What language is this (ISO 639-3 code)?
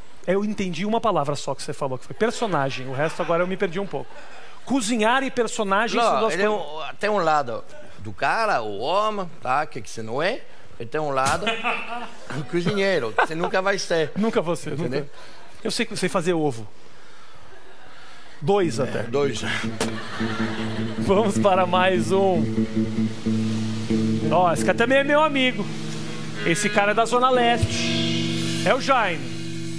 por